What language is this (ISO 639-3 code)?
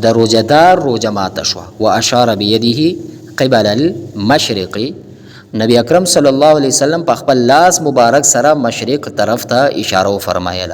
pus